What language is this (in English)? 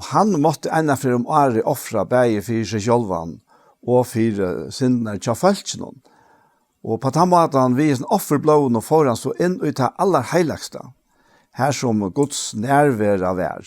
Faroese